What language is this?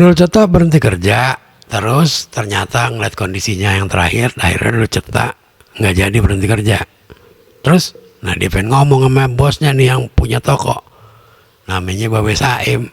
Betawi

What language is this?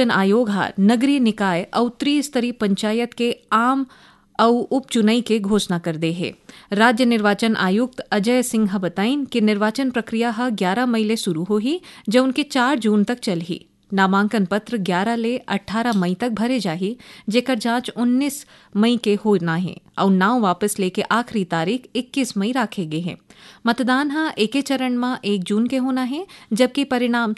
Chhattisgarhi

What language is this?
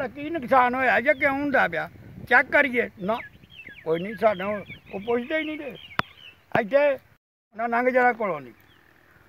Punjabi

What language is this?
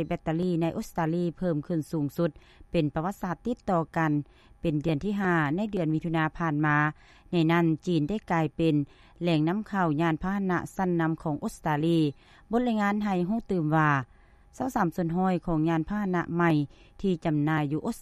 Lao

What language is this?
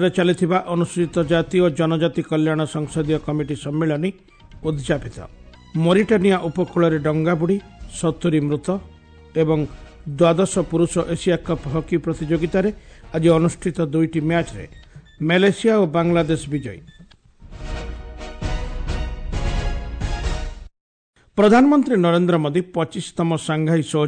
Odia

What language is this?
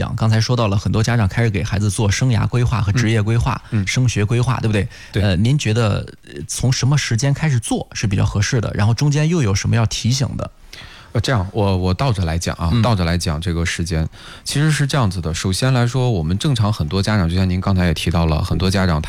Chinese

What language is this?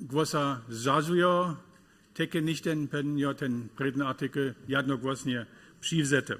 Upper Sorbian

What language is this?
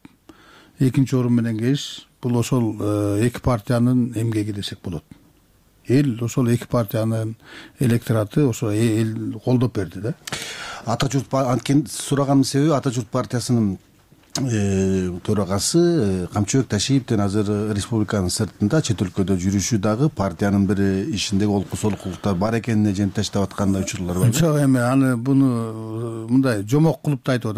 Kyrgyz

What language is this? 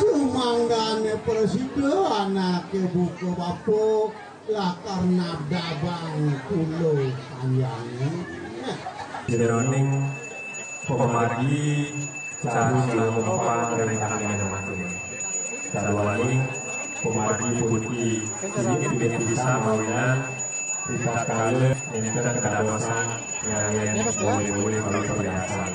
Balinese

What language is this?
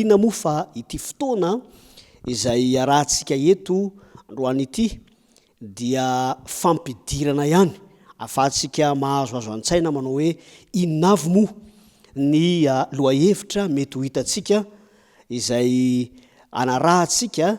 Malagasy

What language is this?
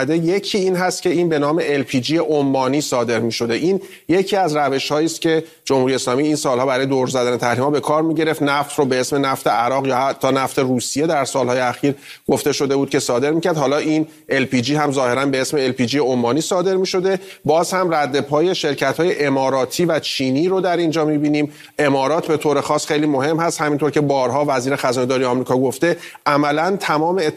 Persian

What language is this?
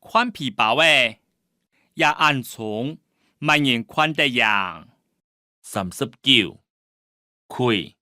Hakka Chinese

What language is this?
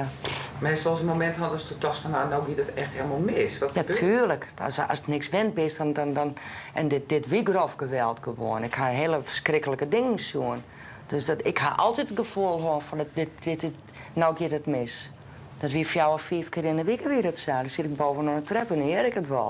Western Frisian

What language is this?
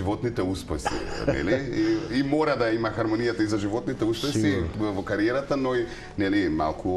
Macedonian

